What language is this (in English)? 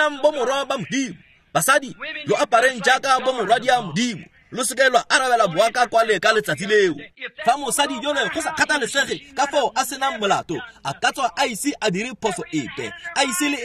Tswana